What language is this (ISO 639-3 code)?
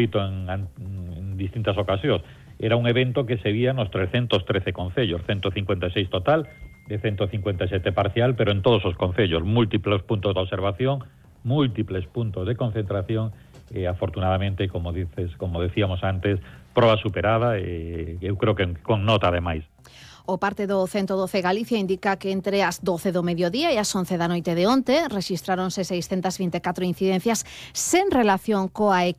glg